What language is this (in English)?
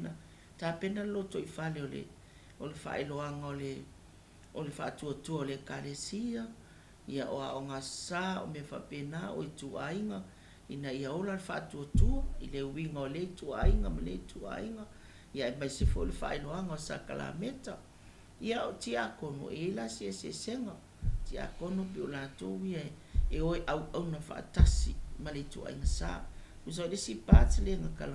Samoan